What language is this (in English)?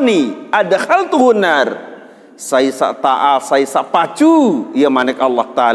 Sasak